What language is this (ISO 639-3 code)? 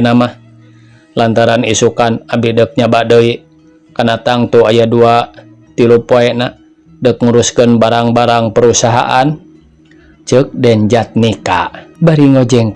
sun